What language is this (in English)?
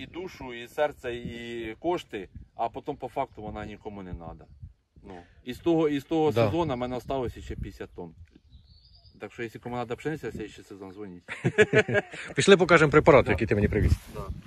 Ukrainian